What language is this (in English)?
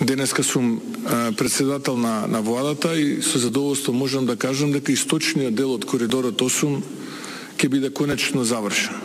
Macedonian